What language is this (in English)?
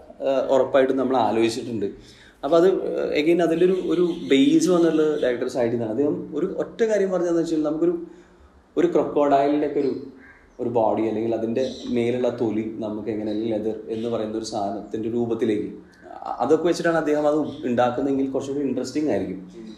Malayalam